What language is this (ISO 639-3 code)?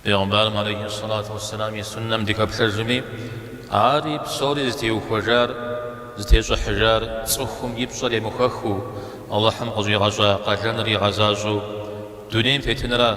kbd